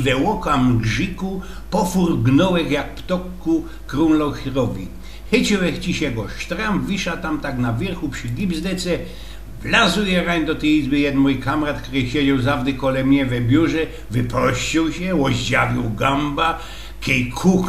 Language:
Silesian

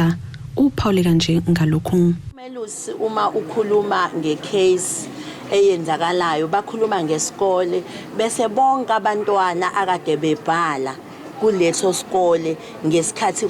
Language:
Zulu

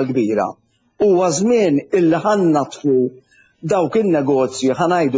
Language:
Maltese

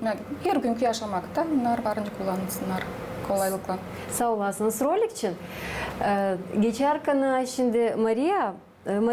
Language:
Gagauz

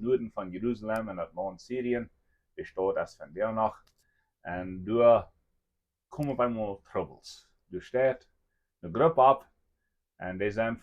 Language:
Plautdietsch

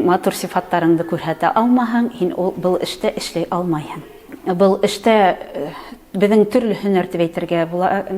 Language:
Bashkir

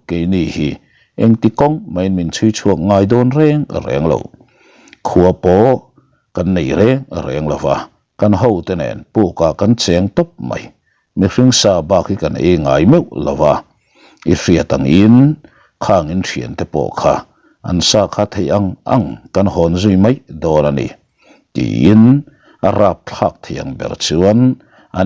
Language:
Mizo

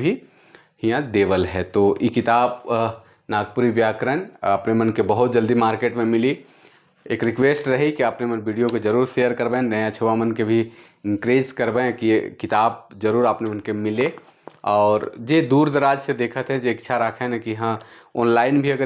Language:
Sadri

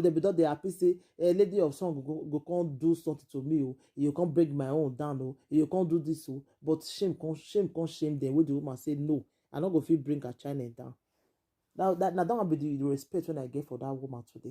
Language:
Nigerian Pidgin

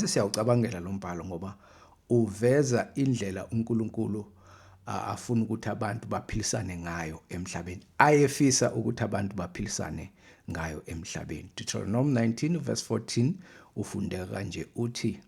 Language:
Zulu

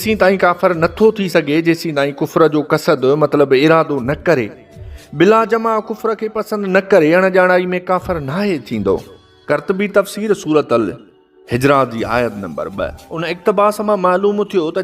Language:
Sindhi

